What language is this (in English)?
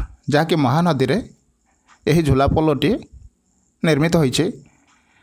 Odia